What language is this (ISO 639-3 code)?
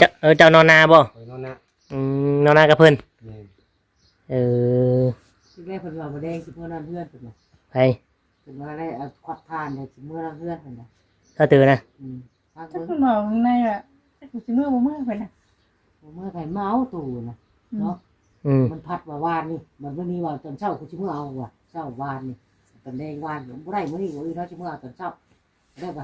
tts